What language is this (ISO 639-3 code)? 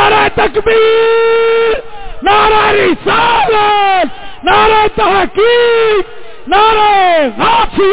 skr